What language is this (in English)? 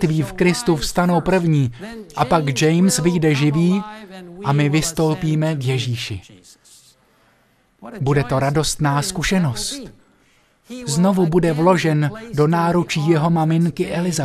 Czech